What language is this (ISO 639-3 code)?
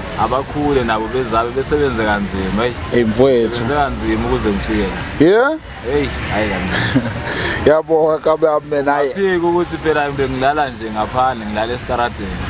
zul